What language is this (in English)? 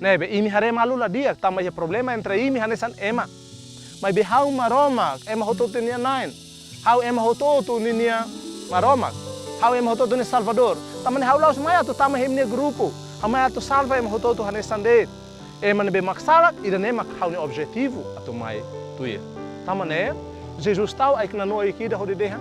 Tetum